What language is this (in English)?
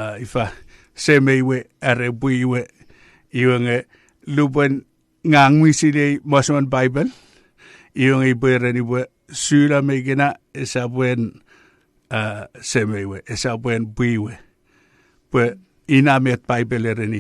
Chuukese